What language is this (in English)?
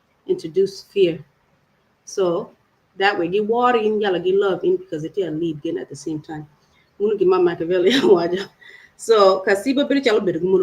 Acoli